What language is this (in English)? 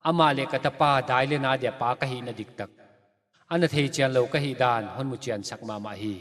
Paite Chin